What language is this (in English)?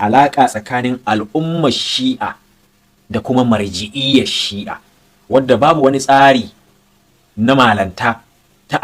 Hausa